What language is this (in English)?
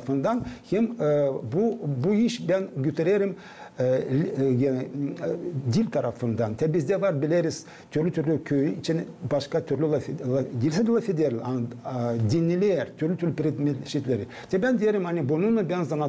Gagauz